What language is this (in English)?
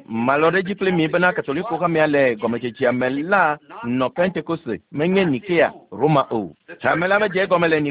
Ewe